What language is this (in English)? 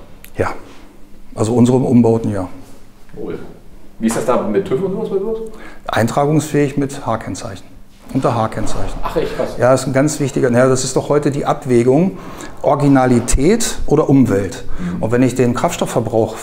German